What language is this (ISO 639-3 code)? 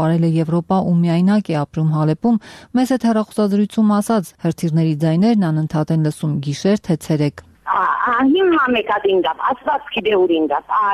hye